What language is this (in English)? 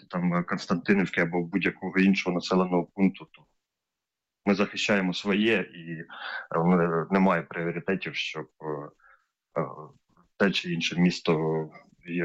Ukrainian